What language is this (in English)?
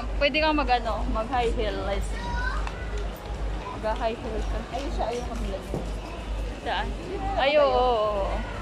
Filipino